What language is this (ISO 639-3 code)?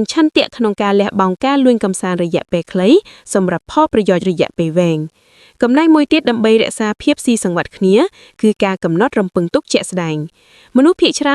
khm